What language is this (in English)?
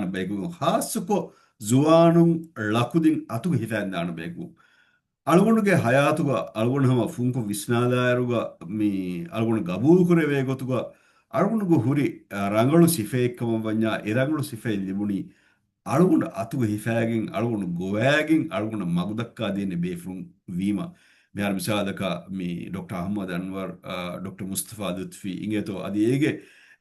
Divehi